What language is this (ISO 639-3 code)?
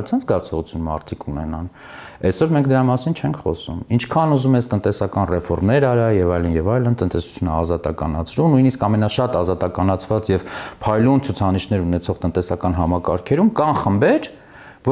hye